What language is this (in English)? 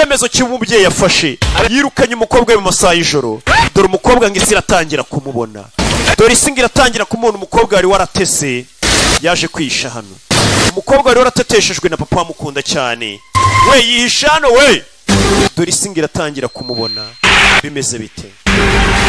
Kinyarwanda